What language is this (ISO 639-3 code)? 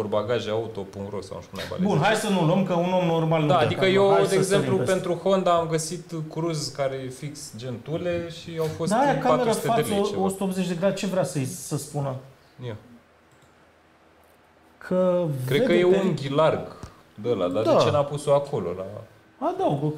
ron